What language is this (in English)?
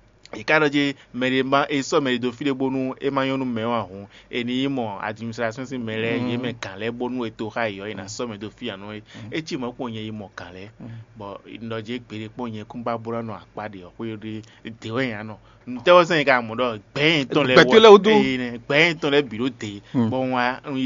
Fon